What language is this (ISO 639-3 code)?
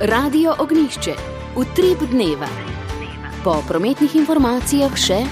slv